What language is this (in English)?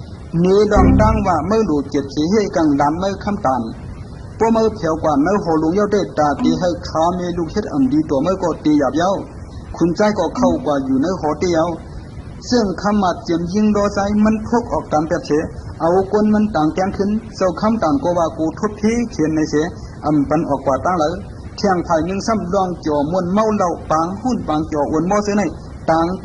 Shan